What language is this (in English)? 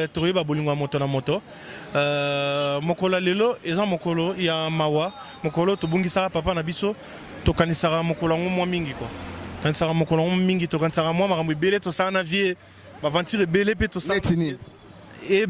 Lingala